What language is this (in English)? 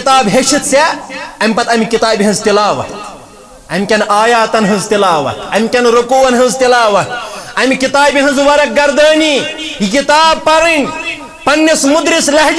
Kashmiri